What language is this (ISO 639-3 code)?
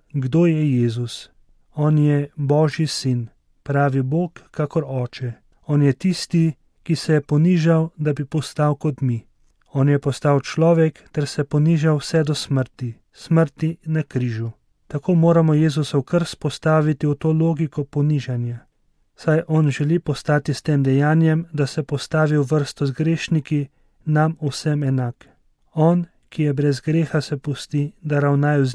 slv